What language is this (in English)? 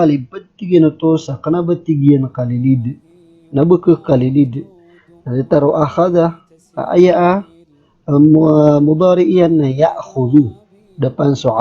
Maranao